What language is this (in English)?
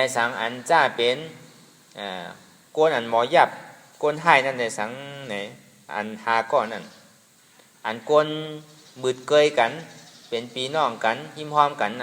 Shan